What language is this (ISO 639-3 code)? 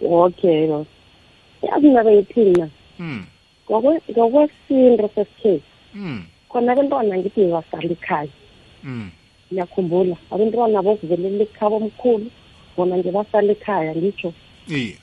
nbl